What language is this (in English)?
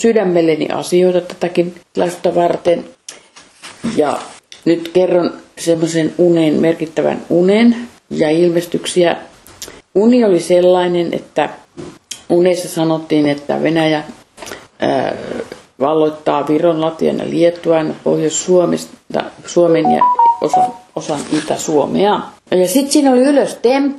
Finnish